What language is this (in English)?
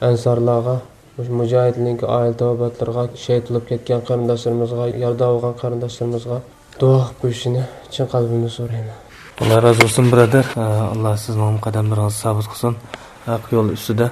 Uyghur